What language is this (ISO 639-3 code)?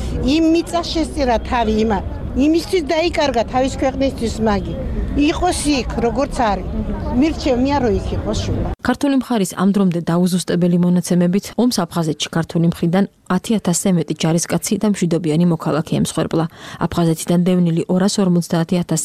kat